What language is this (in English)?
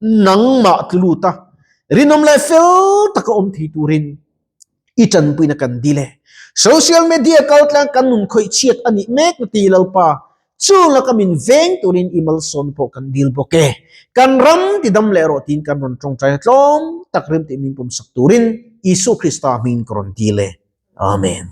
Mizo